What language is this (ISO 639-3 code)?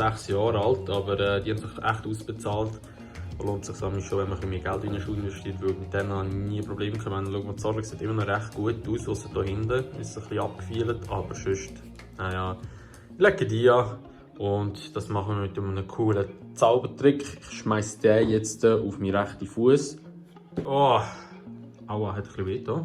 gsw